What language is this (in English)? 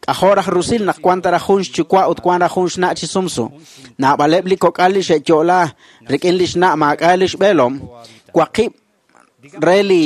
Kekchí